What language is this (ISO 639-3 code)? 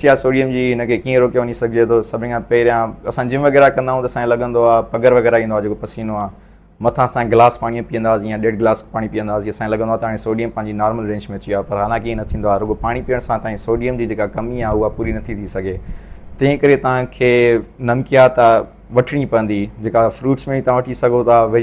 snd